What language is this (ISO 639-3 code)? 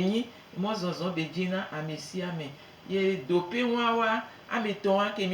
gej